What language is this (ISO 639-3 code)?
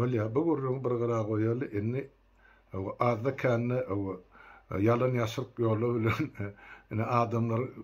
tuk